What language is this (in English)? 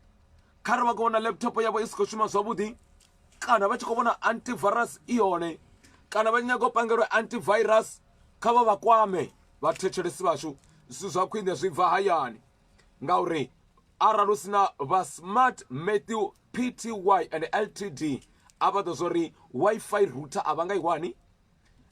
Venda